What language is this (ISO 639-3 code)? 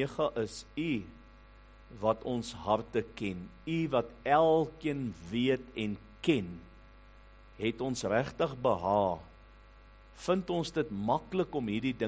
afr